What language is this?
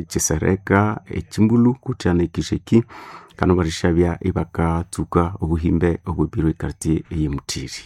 Nande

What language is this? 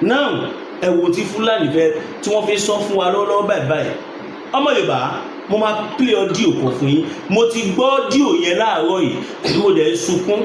Yoruba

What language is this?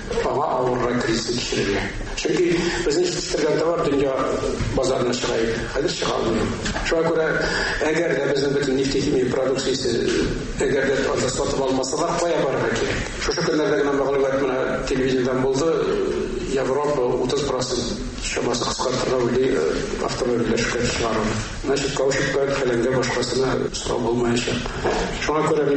Tatar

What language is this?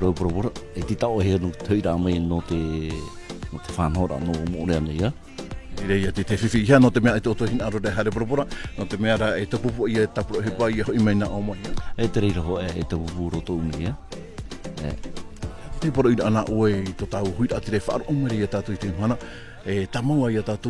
Tahitian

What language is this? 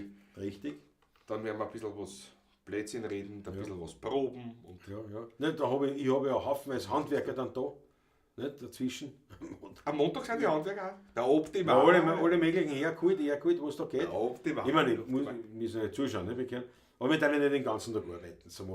Bavarian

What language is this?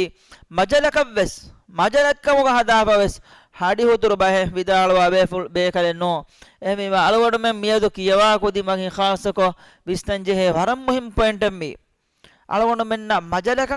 Divehi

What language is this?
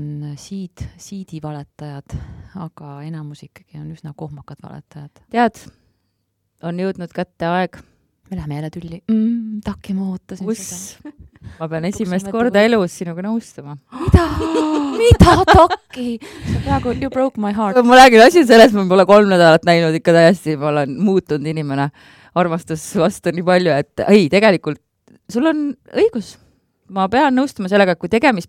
Estonian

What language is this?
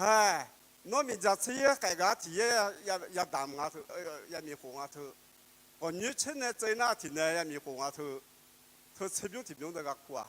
Akha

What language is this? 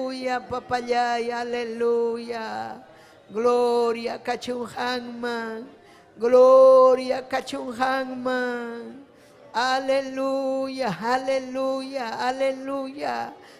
Ayacucho Quechua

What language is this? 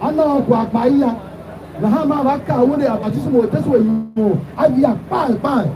Tiv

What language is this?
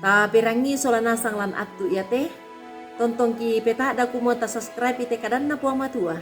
Toraja-Sa'dan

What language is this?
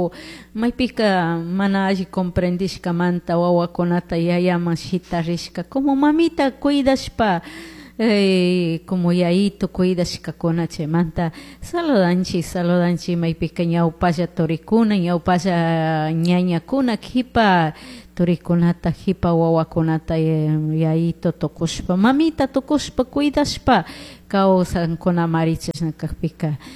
Chimborazo Highland Quichua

